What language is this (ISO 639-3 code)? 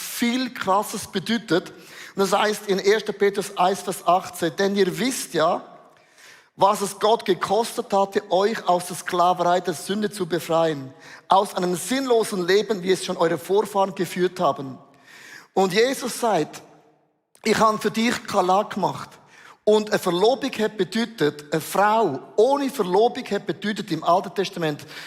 gsw